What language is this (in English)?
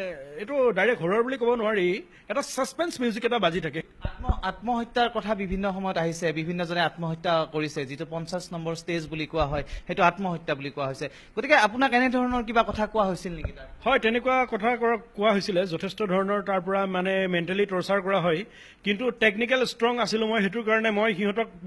Assamese